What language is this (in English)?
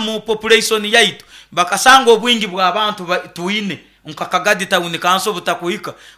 Nyoro